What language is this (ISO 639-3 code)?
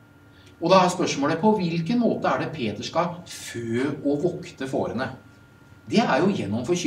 nor